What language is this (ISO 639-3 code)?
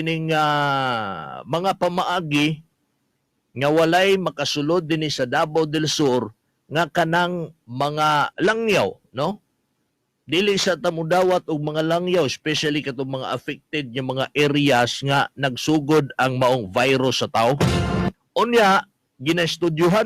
ceb